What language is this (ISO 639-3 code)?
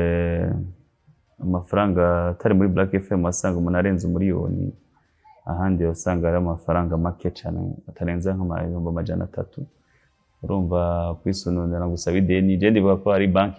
run